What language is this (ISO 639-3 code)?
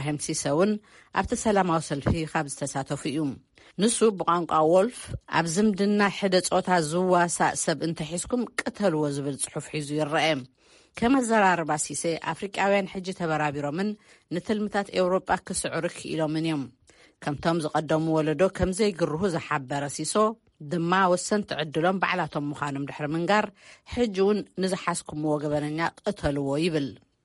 tir